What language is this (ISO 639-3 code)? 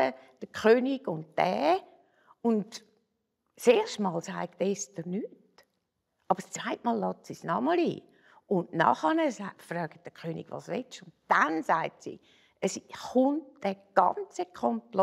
gsw